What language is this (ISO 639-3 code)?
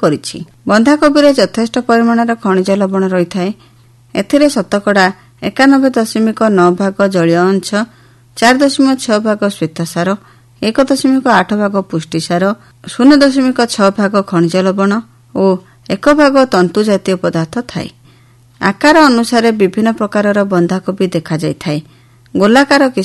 ori